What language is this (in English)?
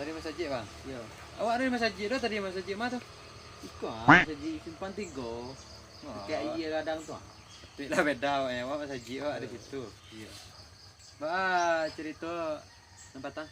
Minangkabau